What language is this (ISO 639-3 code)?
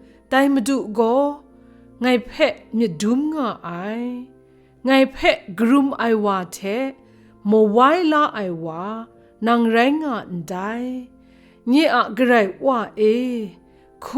kac